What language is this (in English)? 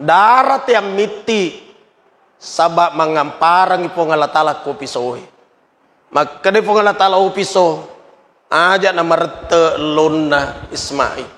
Buginese